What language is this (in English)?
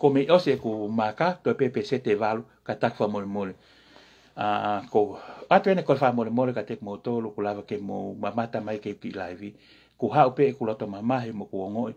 Tongan